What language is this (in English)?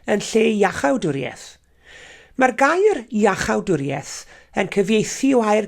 Welsh